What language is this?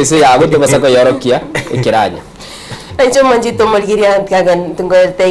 Gusii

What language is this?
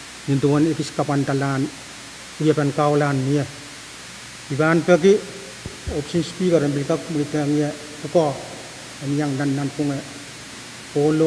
Pohnpeian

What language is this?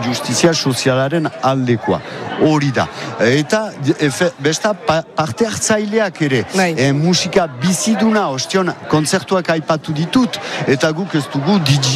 Basque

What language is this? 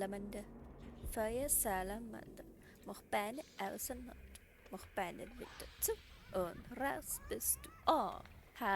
Bavarian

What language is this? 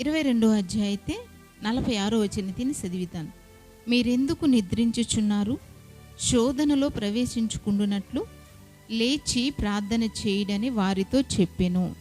Koya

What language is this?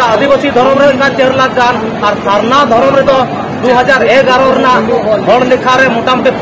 Santali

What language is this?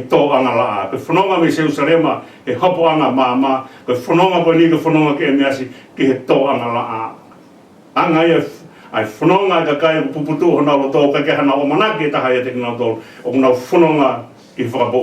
Tongan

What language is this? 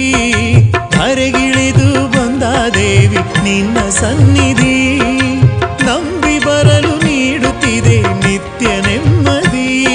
Kannada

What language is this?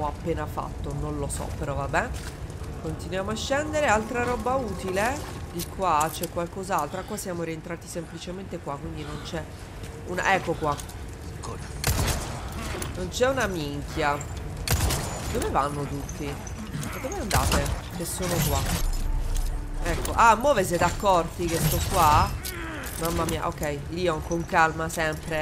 Italian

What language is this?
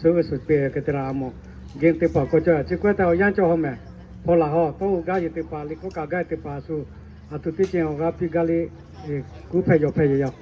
Lahu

